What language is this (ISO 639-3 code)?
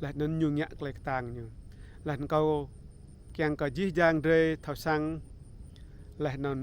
rad